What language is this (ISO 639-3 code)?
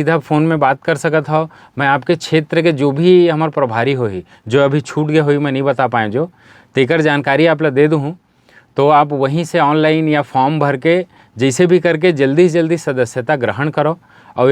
hne